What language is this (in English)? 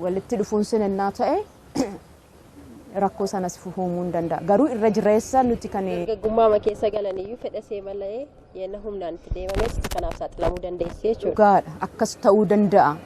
Oromo